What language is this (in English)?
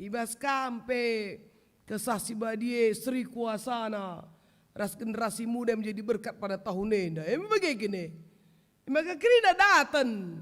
Batak Karo